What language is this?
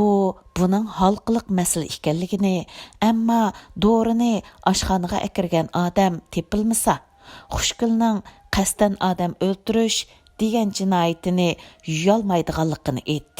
Uyghur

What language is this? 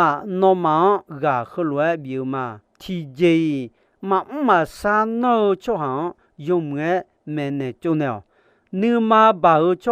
Akha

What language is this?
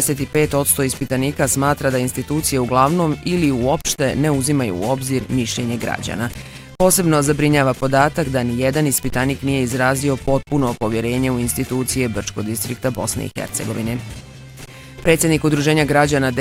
Bosnian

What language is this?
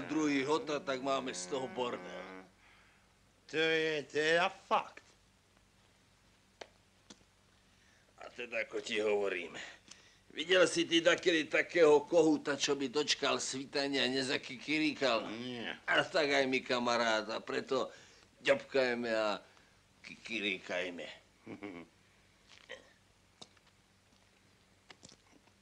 Slovak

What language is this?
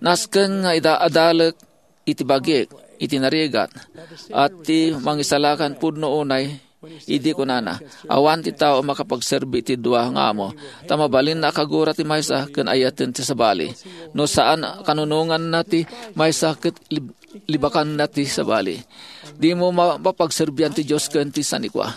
Iloko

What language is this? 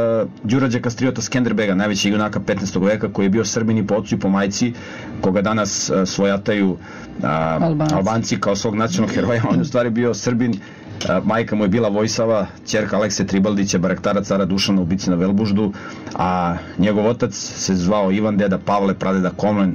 Serbian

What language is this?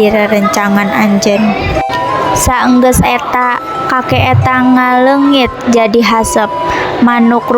Sundanese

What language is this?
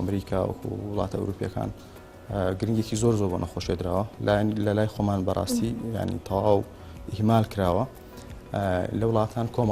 Central Kurdish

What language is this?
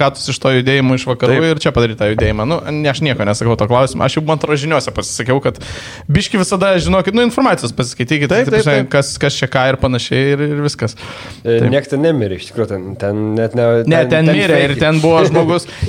Lithuanian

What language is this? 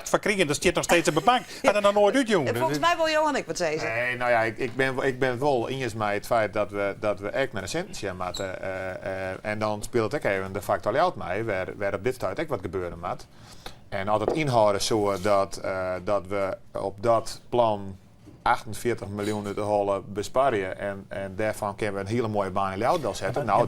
Western Frisian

